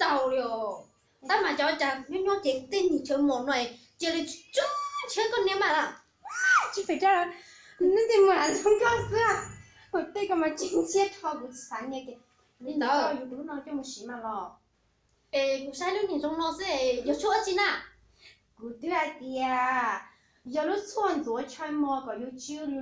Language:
Hmong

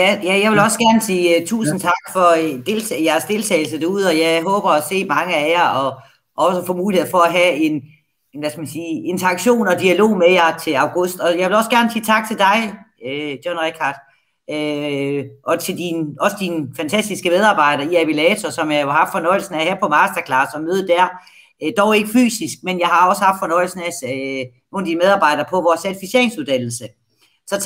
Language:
Danish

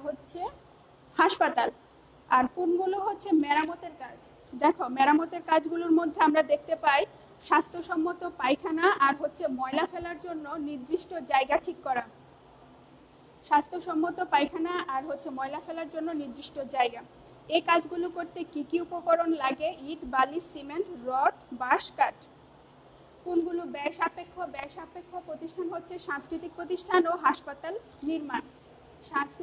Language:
Bangla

